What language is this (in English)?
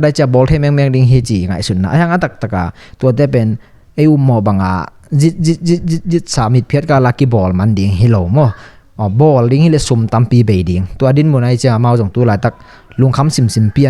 Tedim Chin